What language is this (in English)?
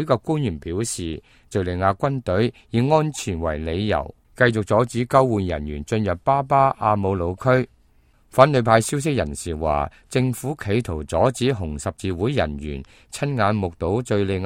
Cantonese